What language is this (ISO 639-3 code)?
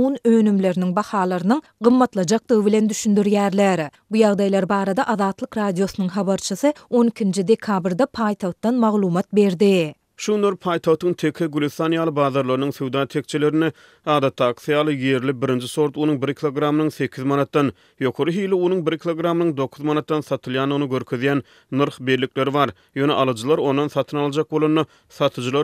tuk